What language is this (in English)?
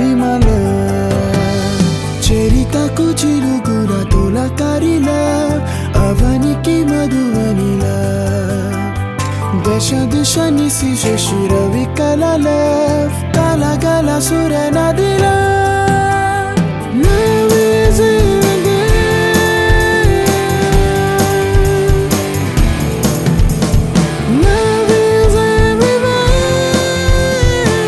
Telugu